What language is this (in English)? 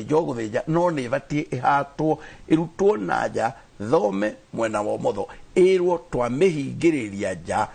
Kikuyu